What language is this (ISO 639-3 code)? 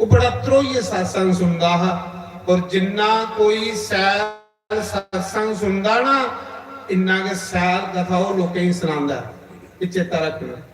doi